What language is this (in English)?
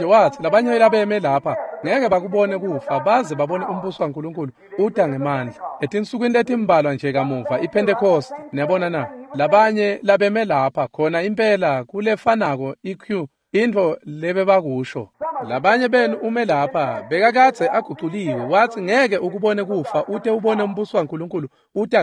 Swati